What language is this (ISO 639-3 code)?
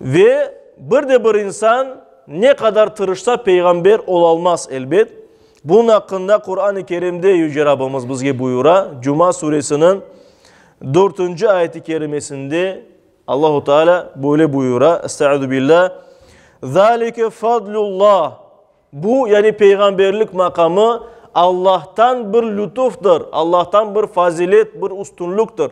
crh